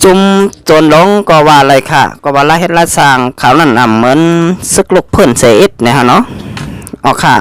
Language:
Shan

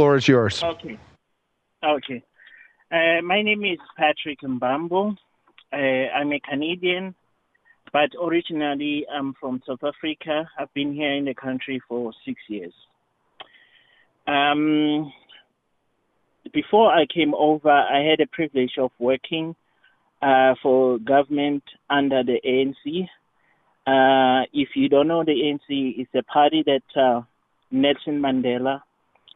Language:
English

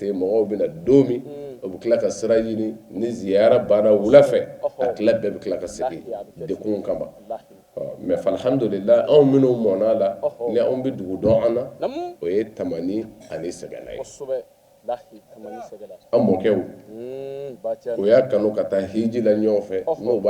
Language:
Bambara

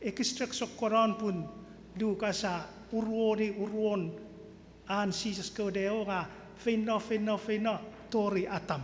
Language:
Chuukese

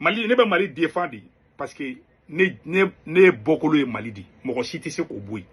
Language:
Bambara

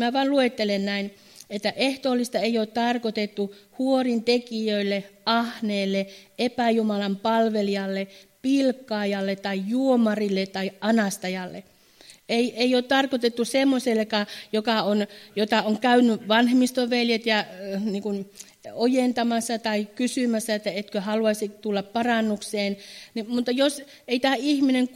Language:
Finnish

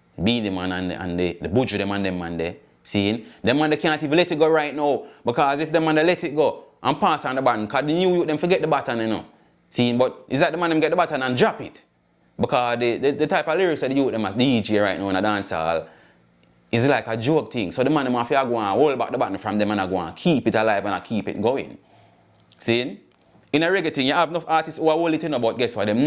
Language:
Jamaican Creole English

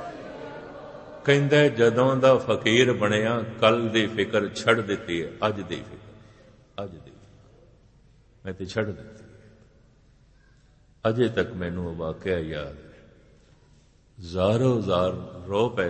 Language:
Punjabi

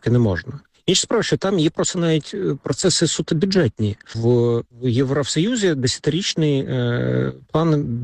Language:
Ukrainian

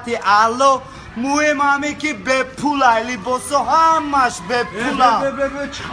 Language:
Tajik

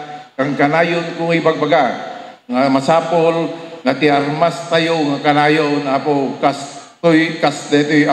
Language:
Iloko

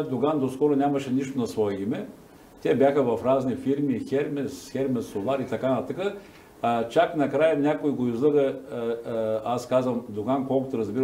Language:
Bulgarian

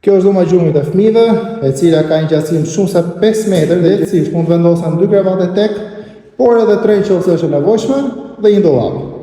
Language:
Albanian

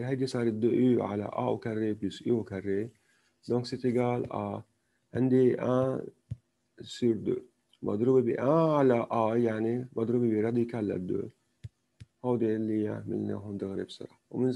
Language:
North Levantine Arabic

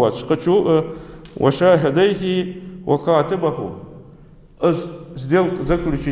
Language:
Ingush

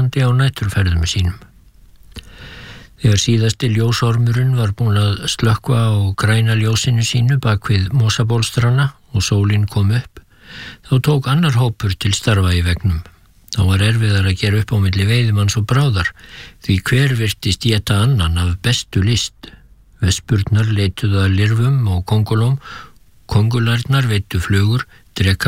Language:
Icelandic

